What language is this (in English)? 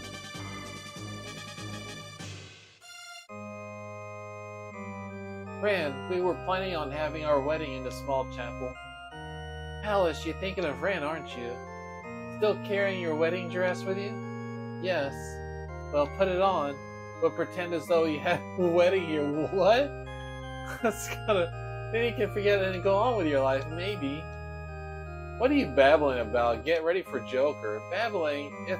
English